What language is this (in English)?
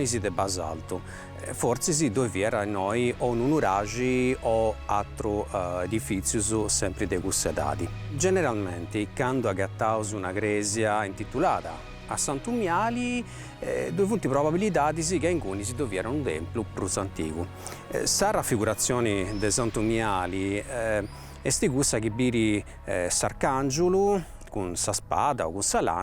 Sardinian